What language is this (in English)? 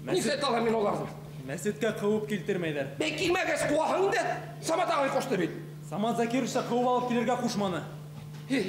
Bashkir